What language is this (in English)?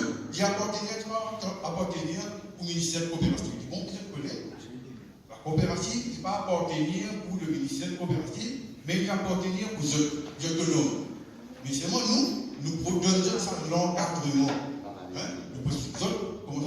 Morisyen